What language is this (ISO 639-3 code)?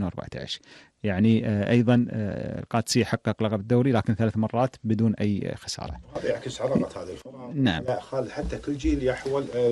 afb